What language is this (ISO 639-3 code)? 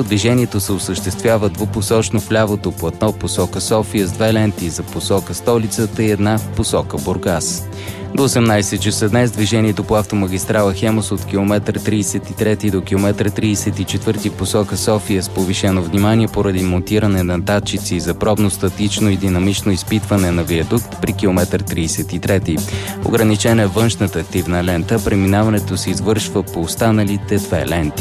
bul